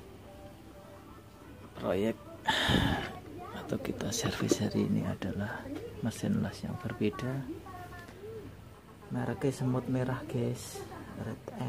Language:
Indonesian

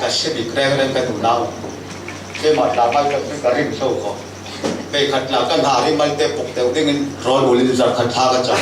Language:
Falam Chin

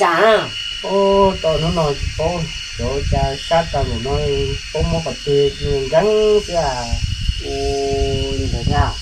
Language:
Hmong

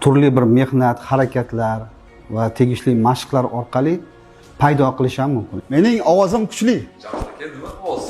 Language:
Uzbek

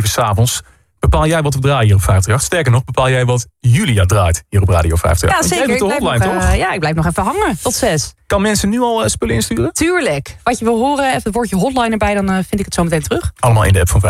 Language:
Dutch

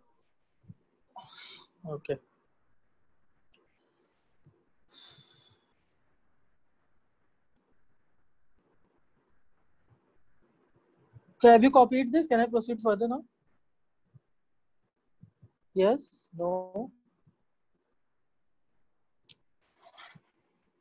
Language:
English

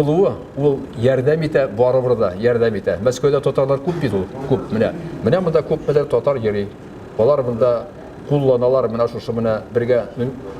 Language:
Tatar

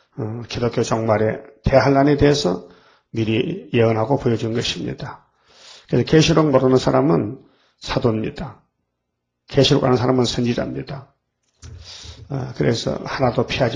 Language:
Korean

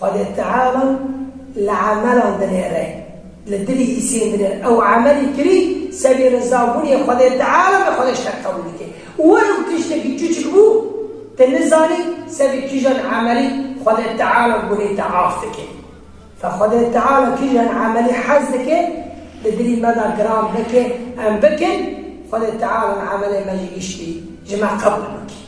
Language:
Kurdish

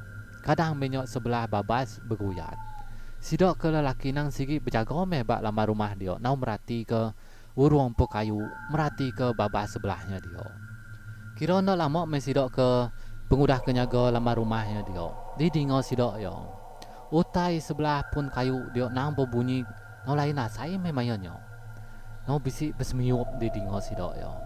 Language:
Iban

